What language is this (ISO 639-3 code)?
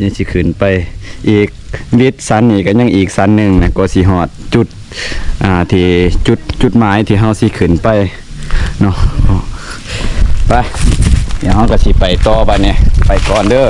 lao